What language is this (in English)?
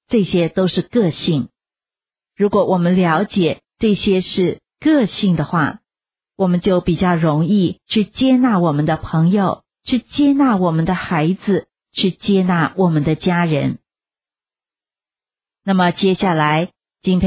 Chinese